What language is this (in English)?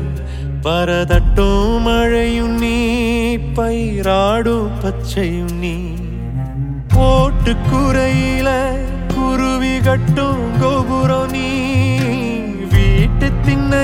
Tamil